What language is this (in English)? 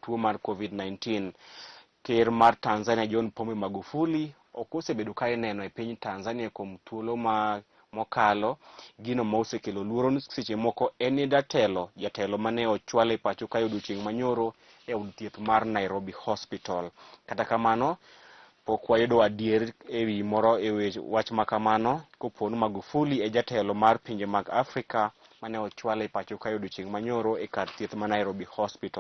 Luo (Kenya and Tanzania)